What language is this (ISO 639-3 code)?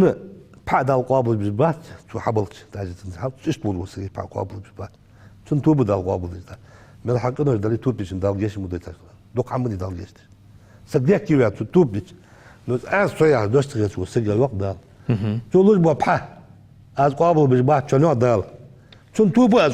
inh